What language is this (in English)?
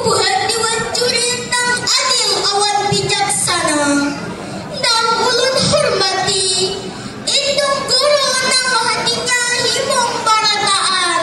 Banjar